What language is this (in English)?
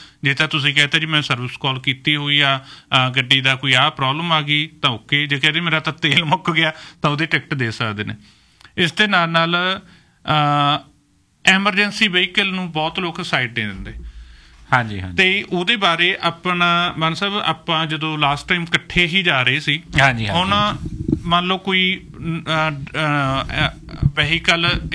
Punjabi